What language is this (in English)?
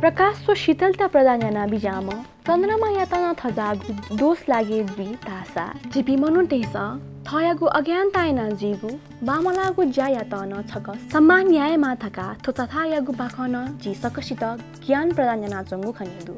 Newari